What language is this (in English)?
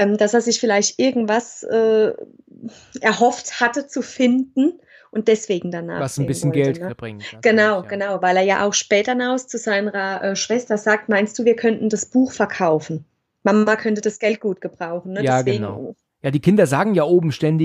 German